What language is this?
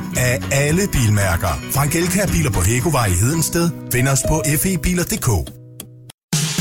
Danish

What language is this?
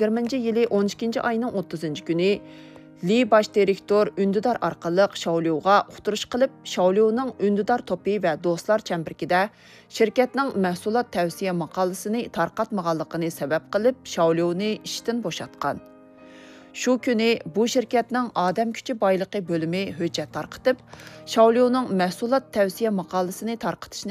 Uyghur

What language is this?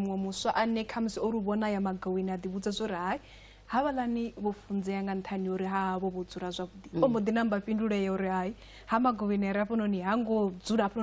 Venda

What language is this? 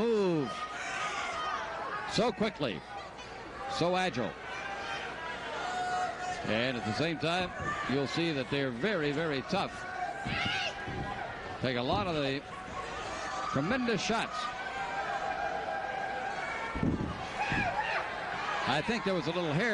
English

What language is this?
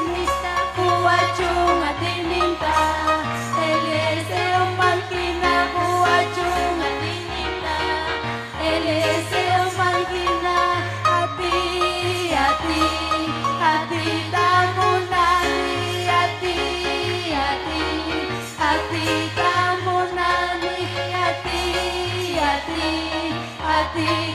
Ayacucho Quechua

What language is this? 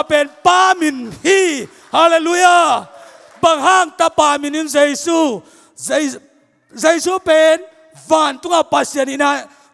Tedim Chin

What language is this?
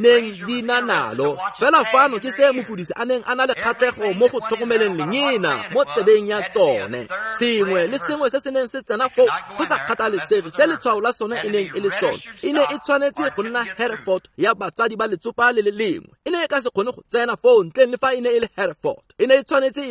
Tswana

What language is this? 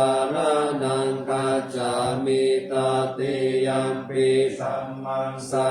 Pali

